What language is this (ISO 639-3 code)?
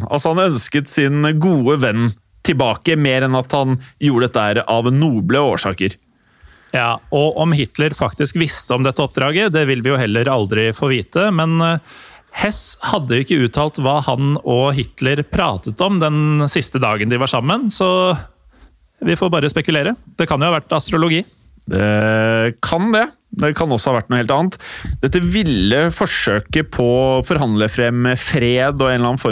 nor